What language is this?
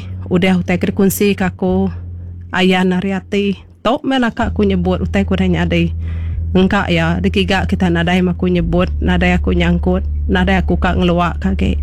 Iban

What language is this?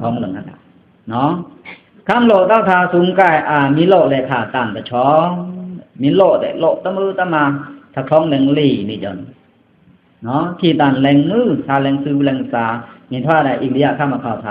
Pa'o Karen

